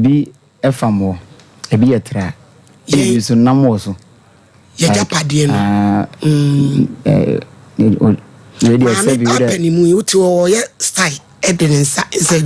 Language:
Akan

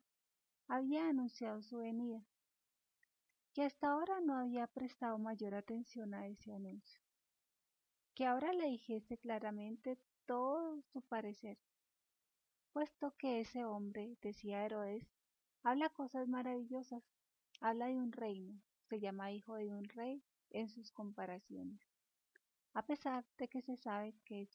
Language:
Spanish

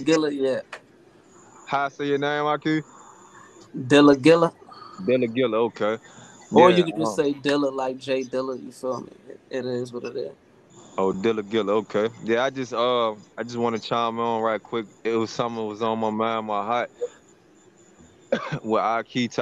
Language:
English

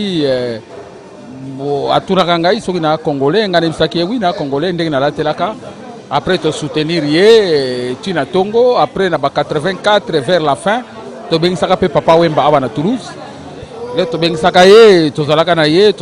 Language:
Lingala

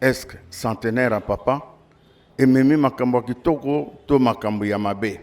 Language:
Lingala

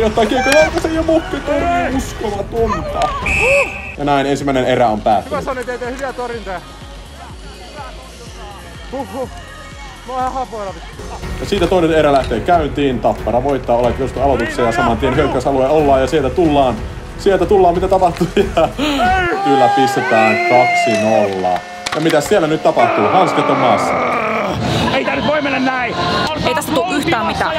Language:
Finnish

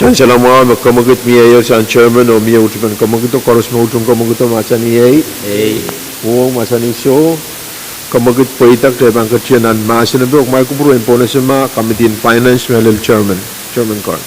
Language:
Pohnpeian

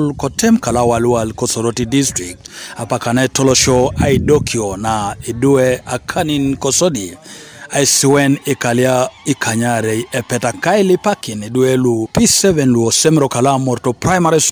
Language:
Teso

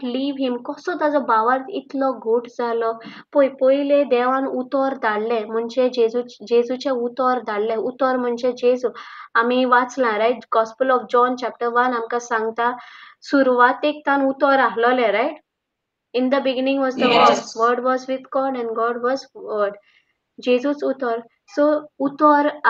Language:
Konkani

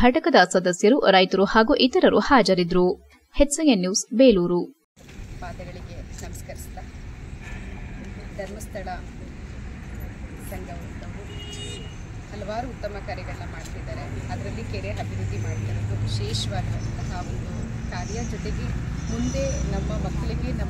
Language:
Kannada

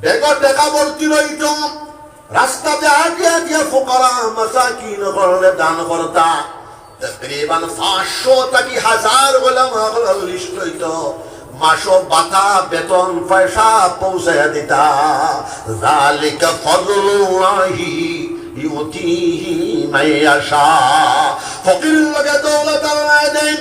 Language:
Sylheti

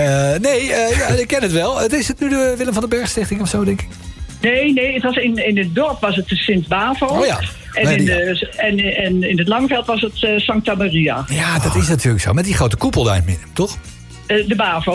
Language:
Dutch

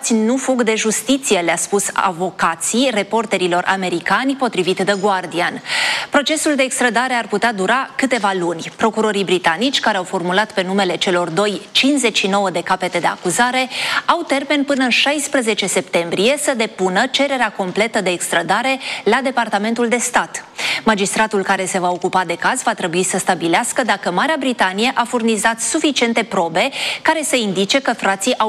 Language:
Romanian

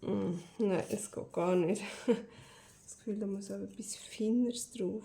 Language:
Swiss German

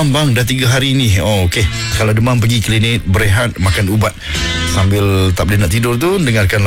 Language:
Malay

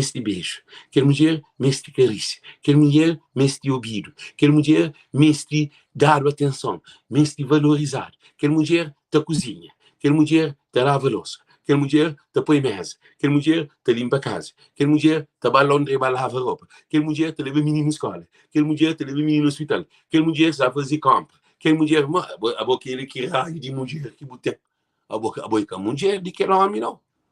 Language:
Kabuverdianu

